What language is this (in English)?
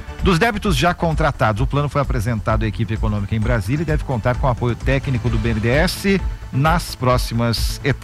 Portuguese